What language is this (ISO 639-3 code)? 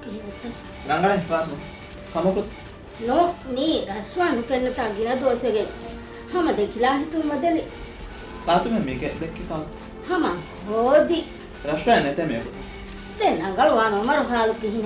div